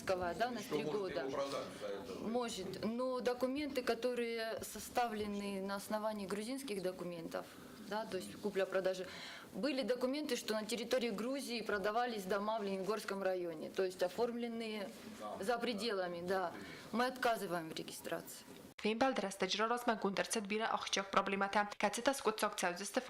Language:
Ossetic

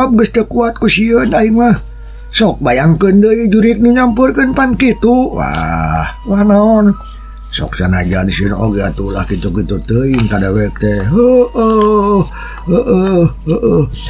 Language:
Sundanese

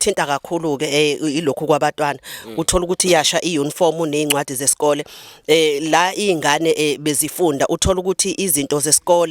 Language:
Zulu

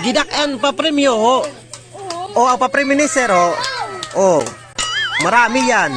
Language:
Waray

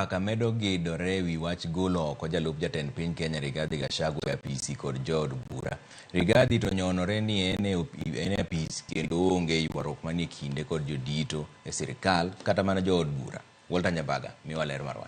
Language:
Luo (Kenya and Tanzania)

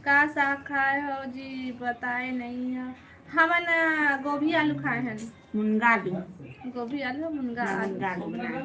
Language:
Chhattisgarhi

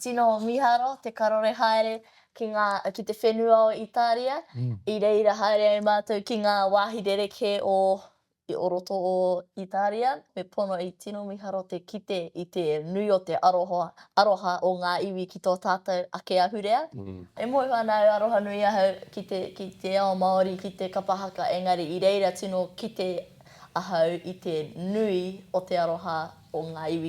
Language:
Māori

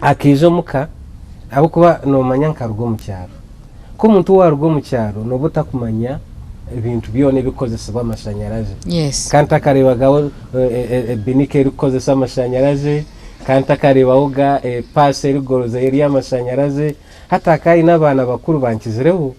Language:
Nyankole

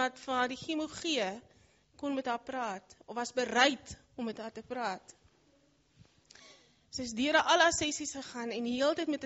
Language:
Afrikaans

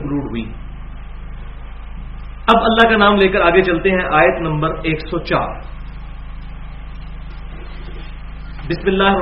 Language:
Urdu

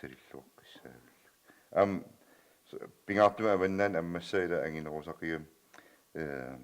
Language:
Kalaallisut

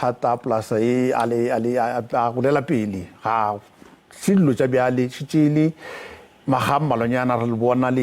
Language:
Northern Sotho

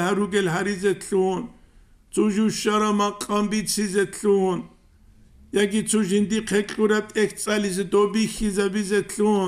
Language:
Avaric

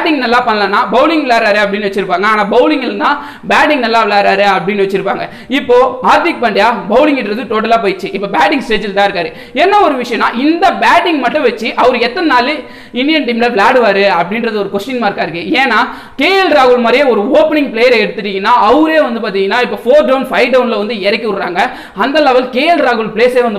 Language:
Tamil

